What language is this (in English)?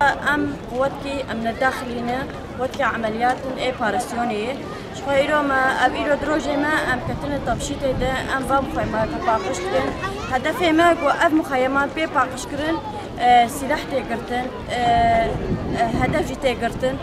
Kurdish